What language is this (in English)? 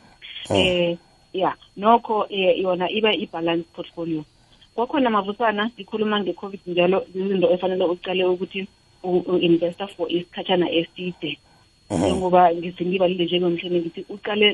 South Ndebele